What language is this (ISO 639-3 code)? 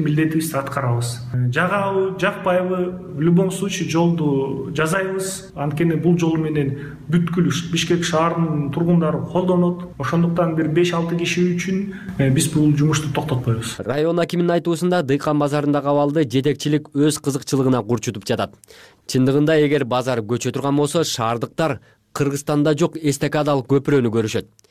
kir